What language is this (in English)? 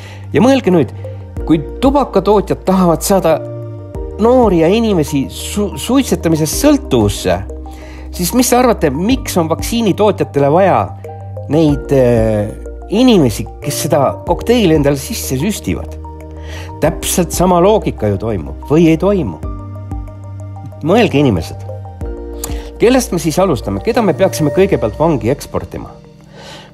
Estonian